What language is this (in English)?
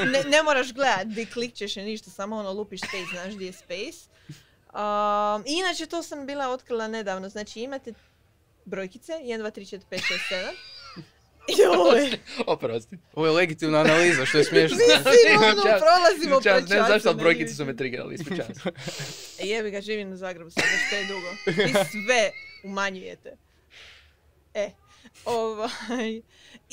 Croatian